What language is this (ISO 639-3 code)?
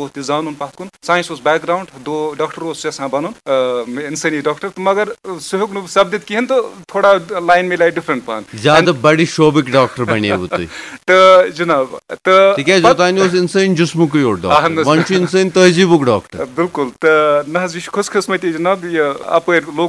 kas